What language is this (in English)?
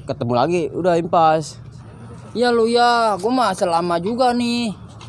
Betawi